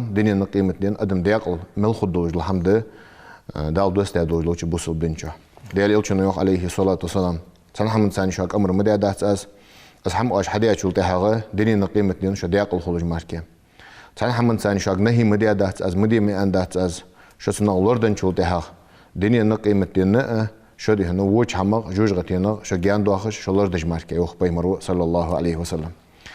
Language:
Ingush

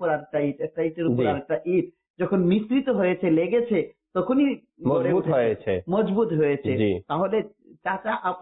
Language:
Bangla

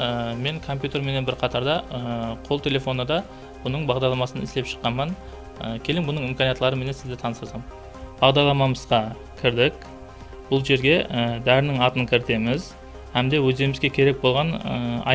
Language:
Kara-Kalpak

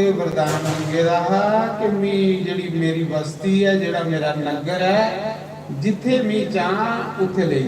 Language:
Dogri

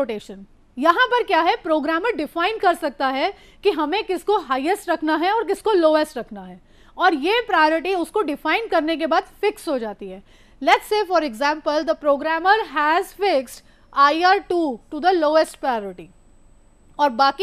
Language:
Hindi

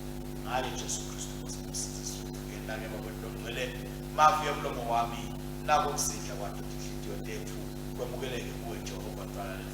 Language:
Swati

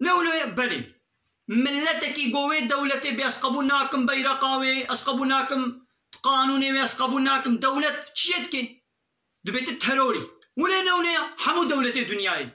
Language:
Kurdish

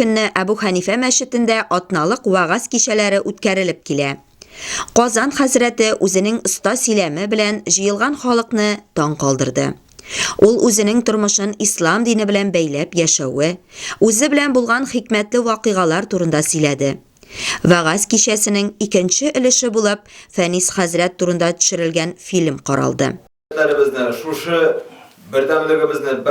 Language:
Tatar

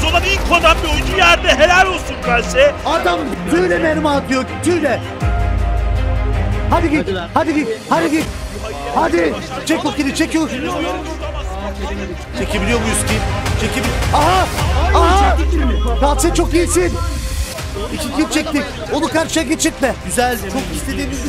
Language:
Turkish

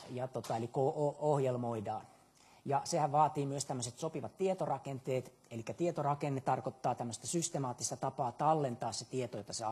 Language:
Finnish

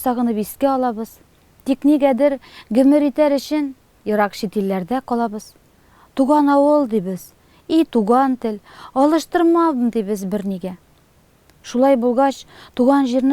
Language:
Tatar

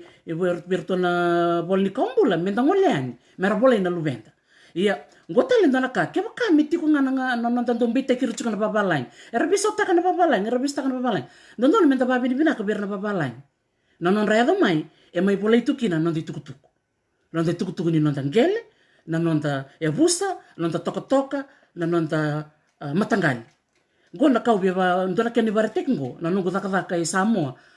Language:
Fijian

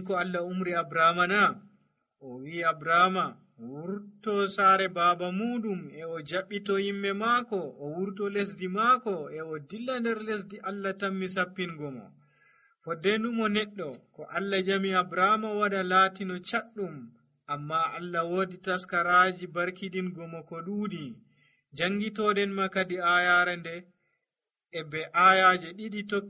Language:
Nigerian Fulfulde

